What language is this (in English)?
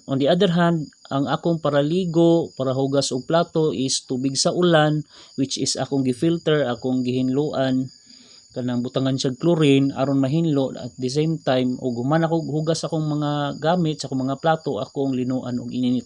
Cebuano